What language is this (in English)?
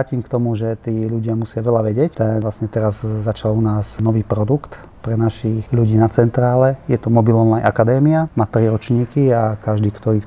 Slovak